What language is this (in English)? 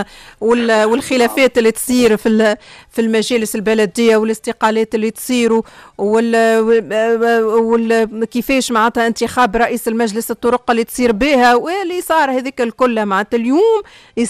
Tunisian Arabic